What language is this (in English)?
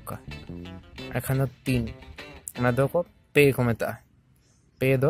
Santali